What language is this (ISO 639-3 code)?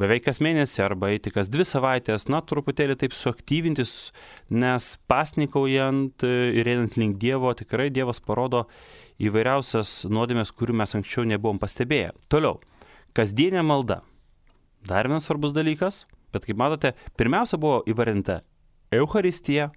lit